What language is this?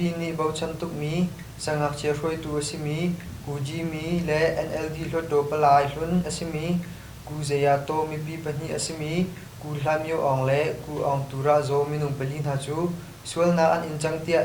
Hakha Chin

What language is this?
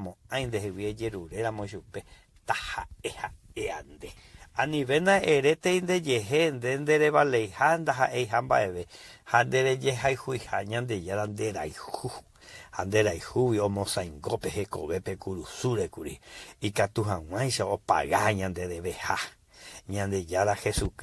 Guarani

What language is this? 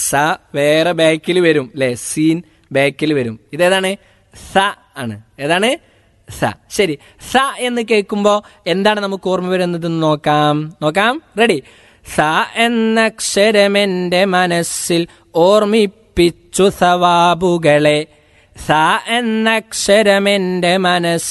Malayalam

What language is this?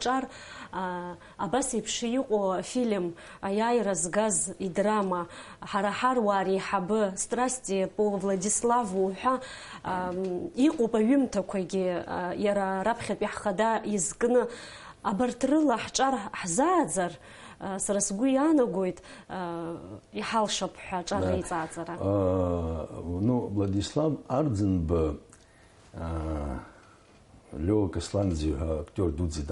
Abkhazian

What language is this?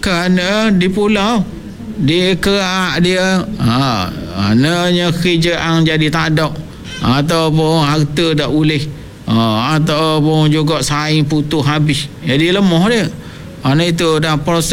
Malay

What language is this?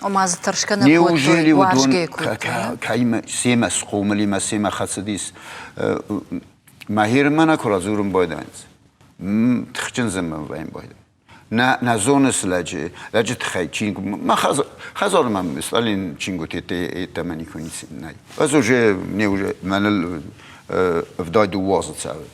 Ossetic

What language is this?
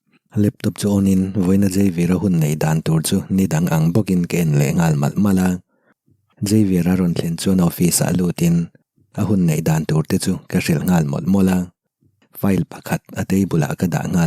Mizo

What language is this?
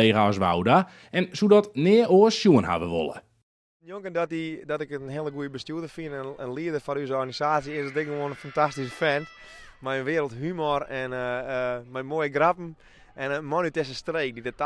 Western Frisian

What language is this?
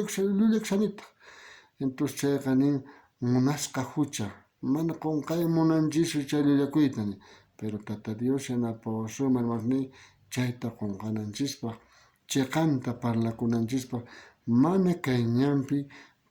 South Bolivian Quechua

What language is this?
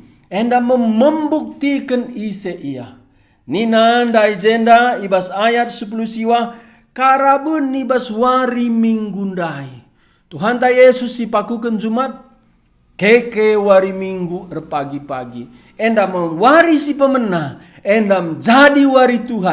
Batak Karo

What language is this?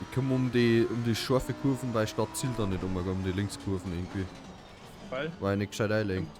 Bavarian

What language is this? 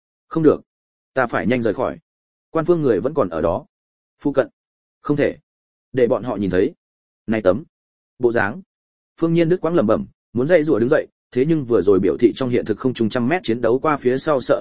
Vietnamese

